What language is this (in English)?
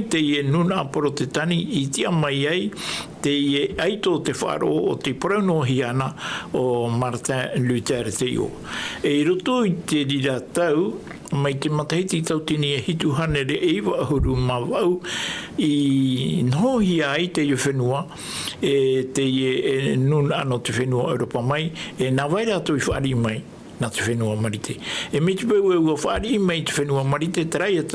Tahitian